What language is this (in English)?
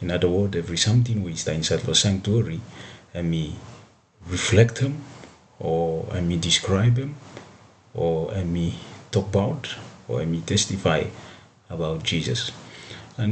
Bislama